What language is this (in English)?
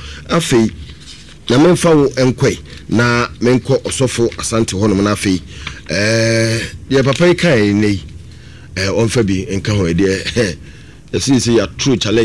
Akan